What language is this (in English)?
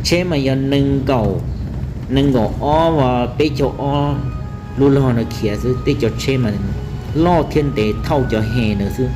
Hmong